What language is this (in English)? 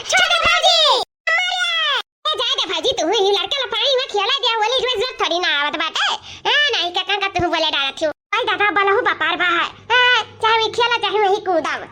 Awadhi